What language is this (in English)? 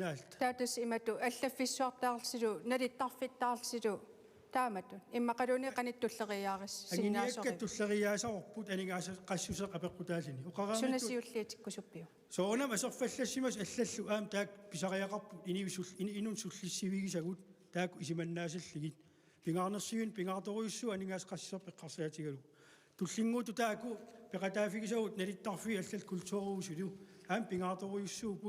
Kalaallisut